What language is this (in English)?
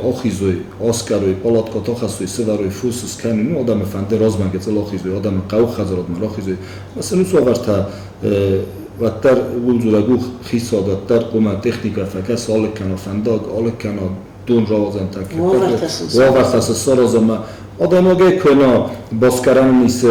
Ossetic